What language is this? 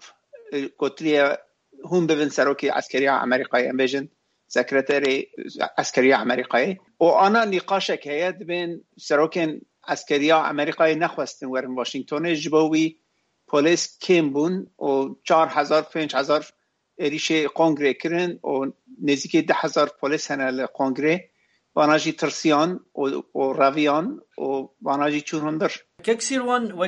Kurdish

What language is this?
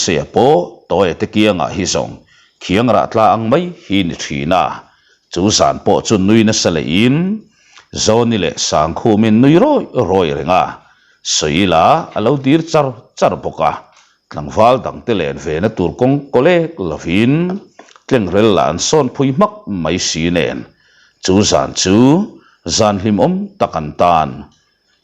Mizo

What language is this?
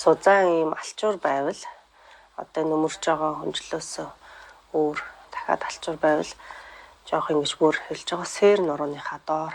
Mongolian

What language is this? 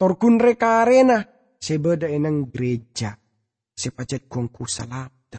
Madurese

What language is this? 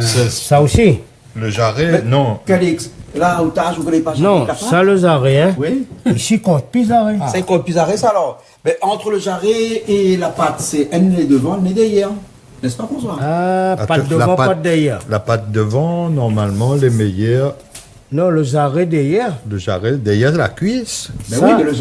Réunion Creole French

